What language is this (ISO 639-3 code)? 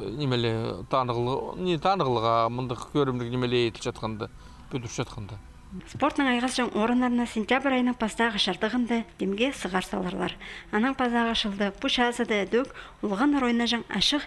kjh